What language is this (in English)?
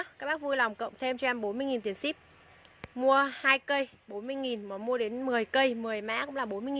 Vietnamese